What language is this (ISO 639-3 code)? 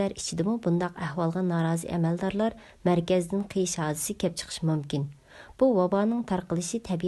uig